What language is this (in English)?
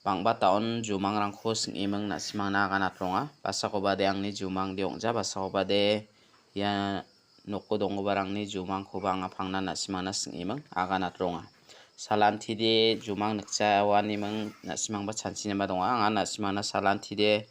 Garo